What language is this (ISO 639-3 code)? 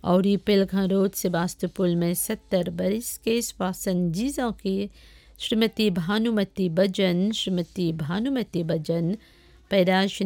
bho